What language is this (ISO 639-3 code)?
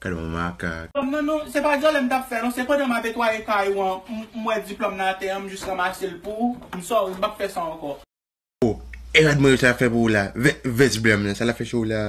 hat